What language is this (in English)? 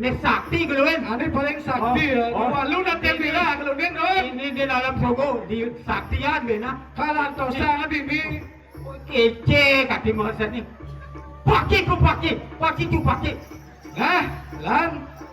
Balinese